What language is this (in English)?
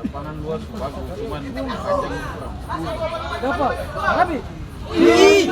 Ambonese Malay